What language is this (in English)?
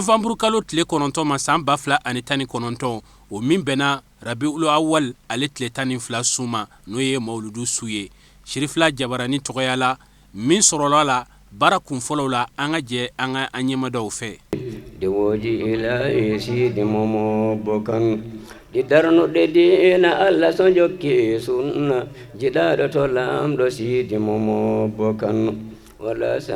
Bambara